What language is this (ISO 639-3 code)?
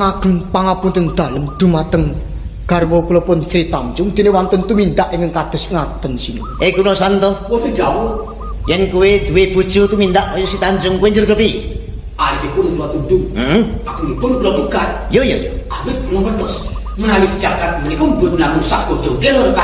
jav